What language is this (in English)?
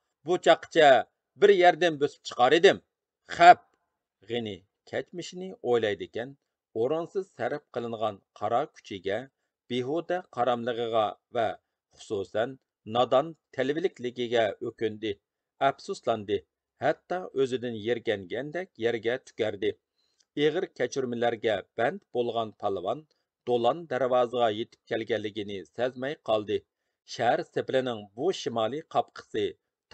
Uyghur